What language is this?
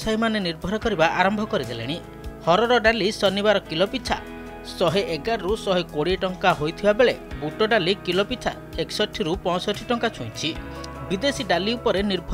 Odia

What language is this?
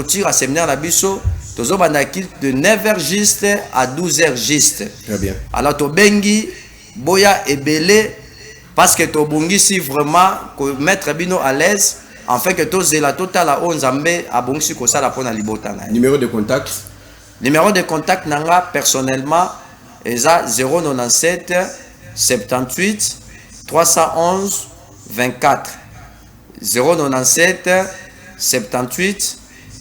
Lingala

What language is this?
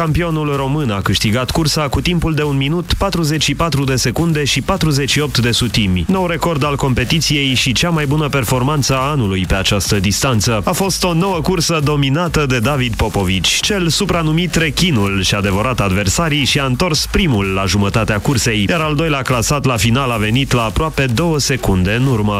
Romanian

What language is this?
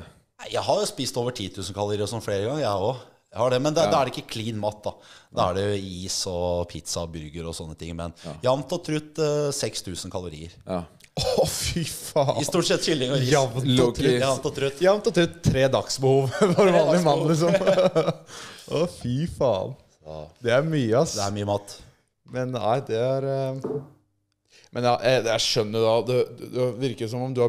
Norwegian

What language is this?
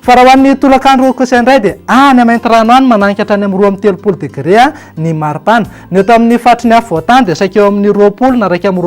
Malagasy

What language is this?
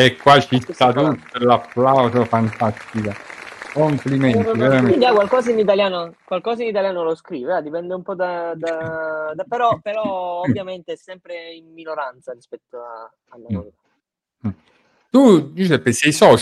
Italian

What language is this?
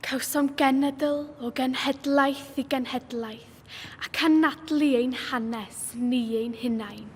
Welsh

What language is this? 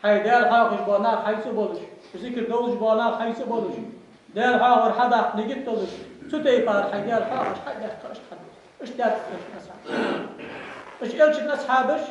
Ingush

